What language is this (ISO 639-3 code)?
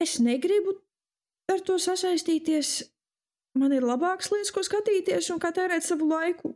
lav